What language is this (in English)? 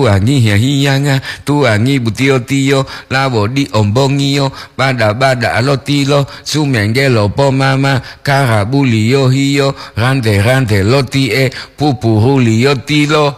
Gorontalo